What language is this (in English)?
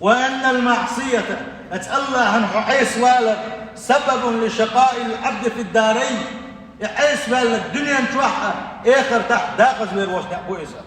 Chechen